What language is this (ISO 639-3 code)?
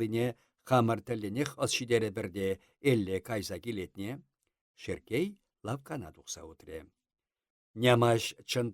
chv